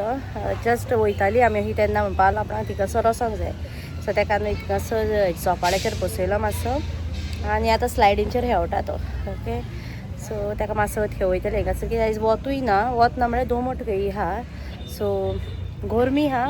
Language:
Konkani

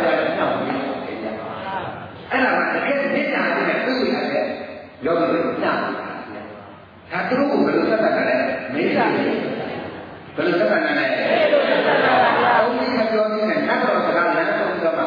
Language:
Burmese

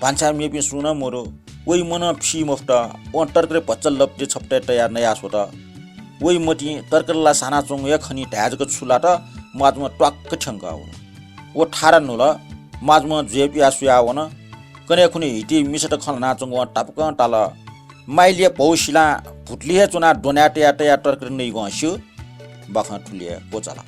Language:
Newari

